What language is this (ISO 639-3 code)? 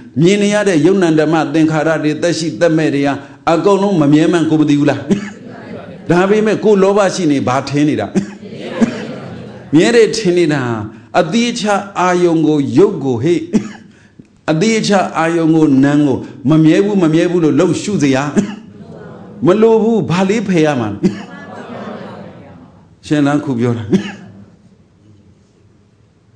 mya